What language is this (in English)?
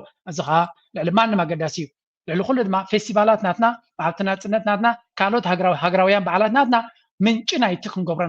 Tigrinya